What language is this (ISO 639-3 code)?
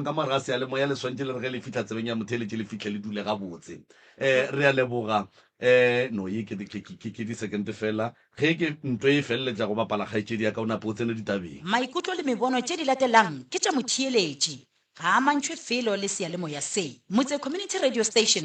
nso